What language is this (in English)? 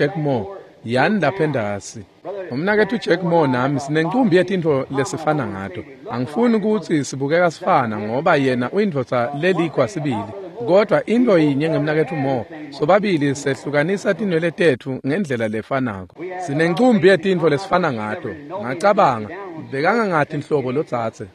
Swati